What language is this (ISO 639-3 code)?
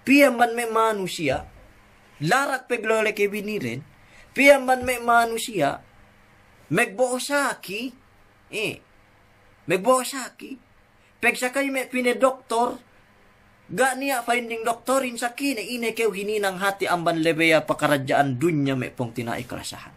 yka